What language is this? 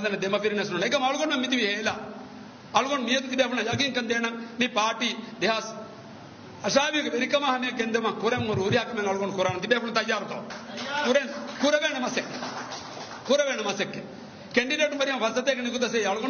Divehi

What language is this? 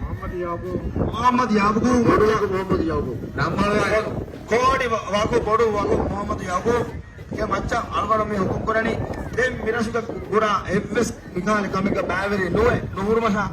Divehi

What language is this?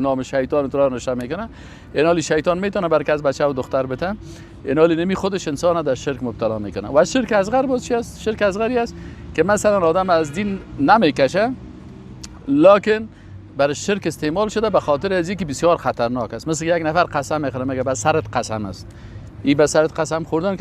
Persian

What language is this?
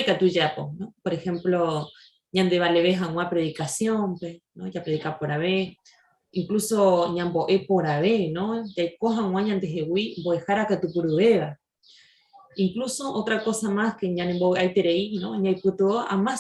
Guarani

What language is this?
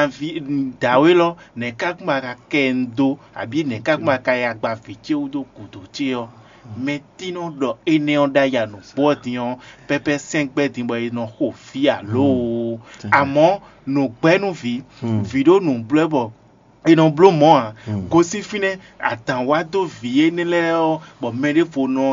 Fon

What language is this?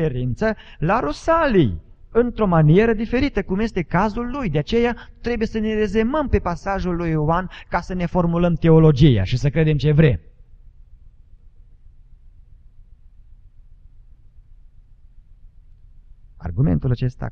Romanian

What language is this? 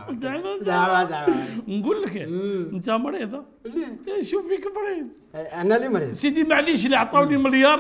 Algerian Arabic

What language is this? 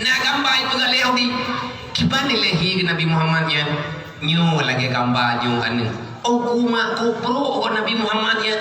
Achinese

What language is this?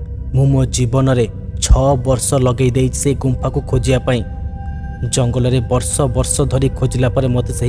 Odia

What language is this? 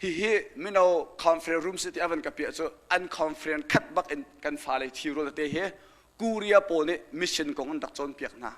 Hakha Chin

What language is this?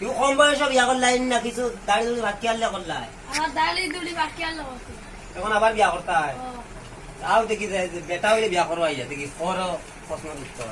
Sylheti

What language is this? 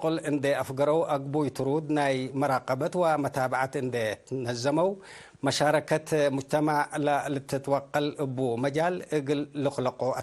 Tigre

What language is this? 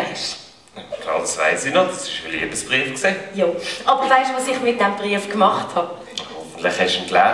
Swiss German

